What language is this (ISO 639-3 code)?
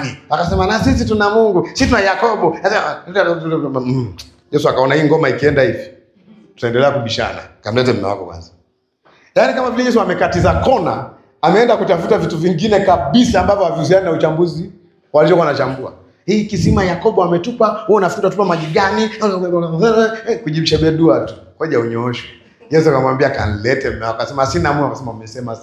swa